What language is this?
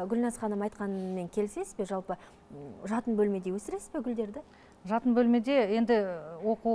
Kazakh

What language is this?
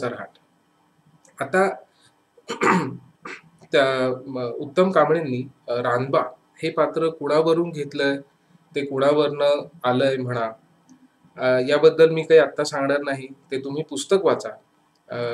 Marathi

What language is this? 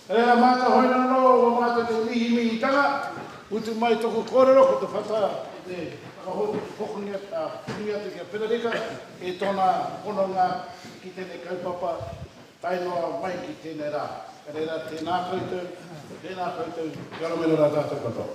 Māori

